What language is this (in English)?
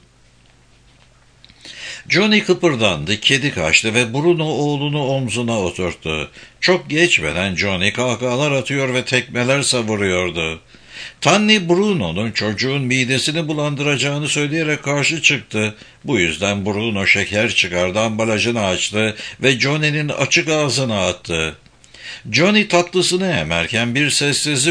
Turkish